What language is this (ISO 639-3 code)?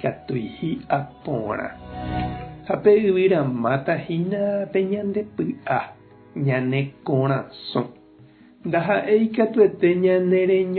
grn